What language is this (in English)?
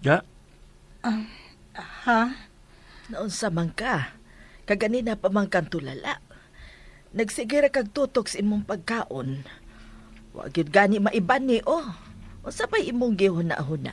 Cebuano